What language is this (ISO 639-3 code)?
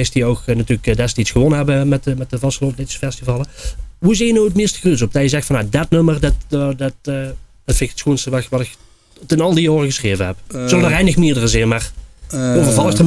lim